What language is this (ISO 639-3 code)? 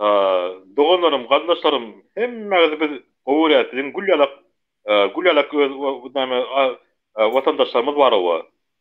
tuk